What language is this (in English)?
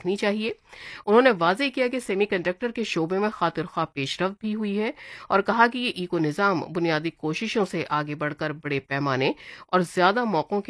Urdu